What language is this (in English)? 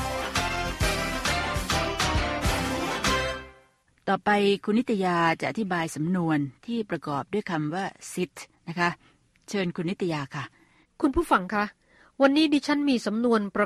Thai